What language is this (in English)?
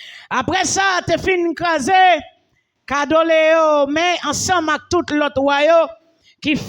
Haitian Creole